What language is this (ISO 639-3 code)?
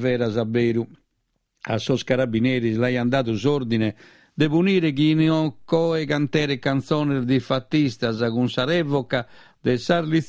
srd